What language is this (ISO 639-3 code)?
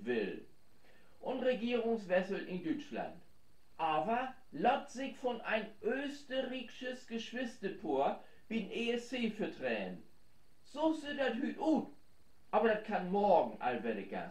nds